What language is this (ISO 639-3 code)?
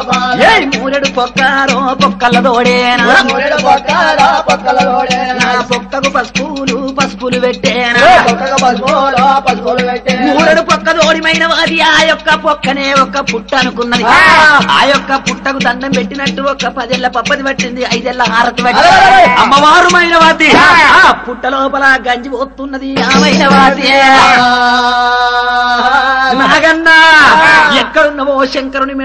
tel